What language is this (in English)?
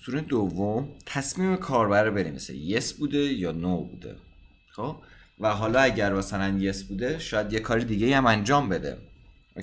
Persian